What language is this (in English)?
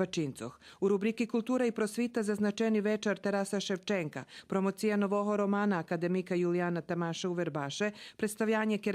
Rusyn